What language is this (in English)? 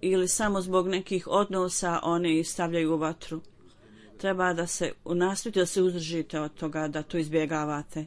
Bosnian